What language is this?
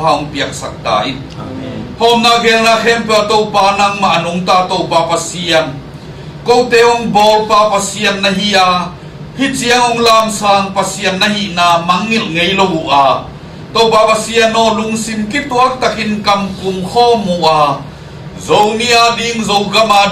Tedim Chin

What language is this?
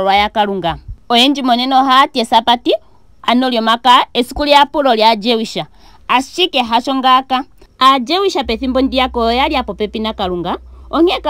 Ndonga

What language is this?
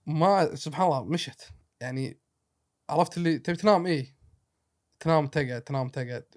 Gulf Arabic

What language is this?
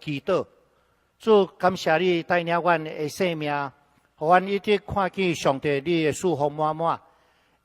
Min Nan Chinese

